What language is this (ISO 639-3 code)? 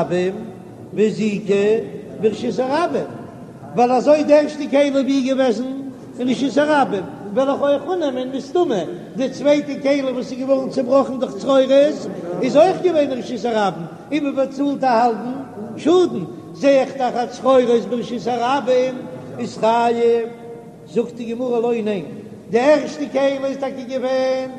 yid